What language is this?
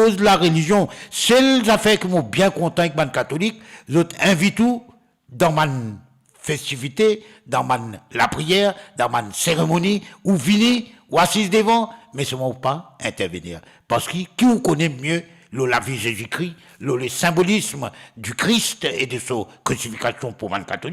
Morisyen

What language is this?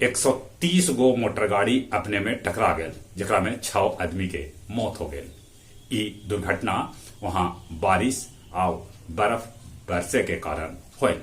Magahi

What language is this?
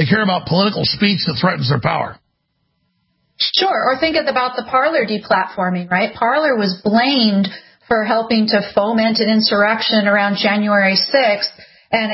English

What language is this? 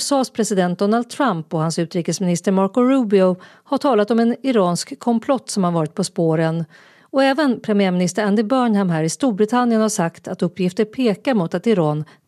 Swedish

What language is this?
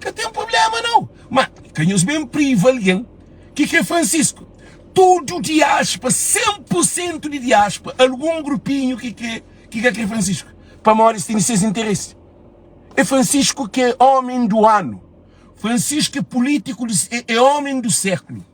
Kabuverdianu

